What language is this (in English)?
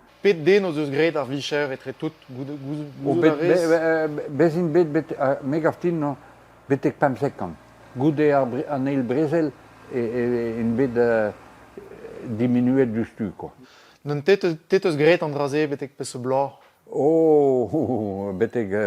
Breton